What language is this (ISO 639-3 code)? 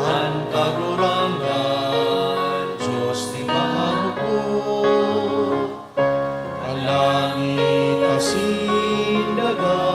bik